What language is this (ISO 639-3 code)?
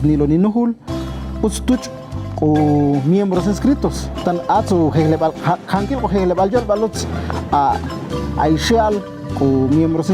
ixl